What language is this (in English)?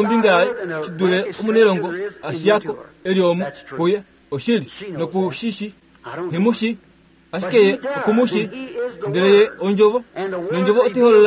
Kuanyama